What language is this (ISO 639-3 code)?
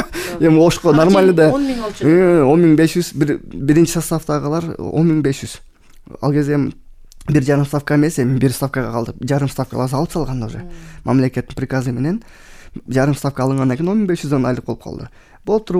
kir